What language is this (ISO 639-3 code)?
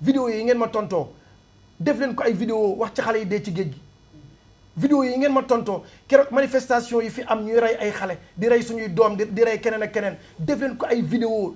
wol